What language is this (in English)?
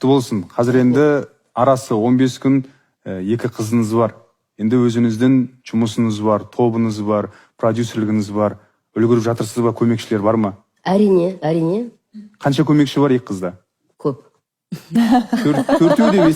Kazakh